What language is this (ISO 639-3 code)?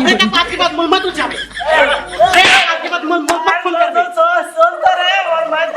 hne